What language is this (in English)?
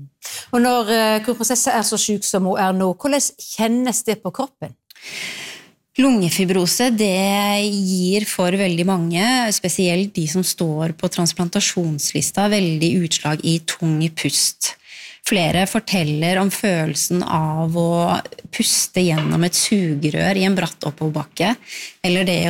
Norwegian